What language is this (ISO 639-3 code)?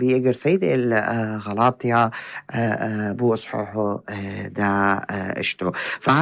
apc